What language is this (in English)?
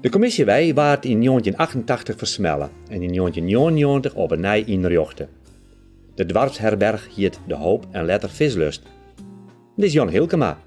Western Frisian